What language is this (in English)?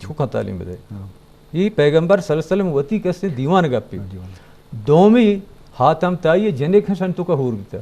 Eastern Balochi